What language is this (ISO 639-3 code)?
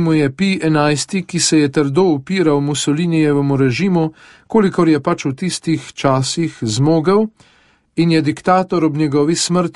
slv